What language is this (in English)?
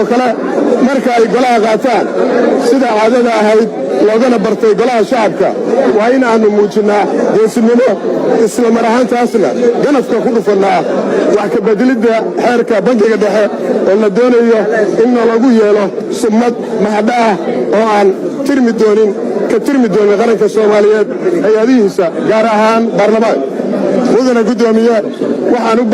Somali